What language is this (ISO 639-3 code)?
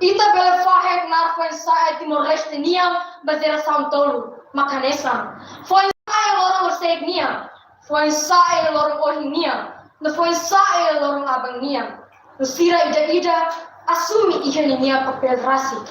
tet